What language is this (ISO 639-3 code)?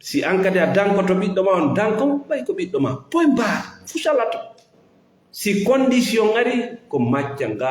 ful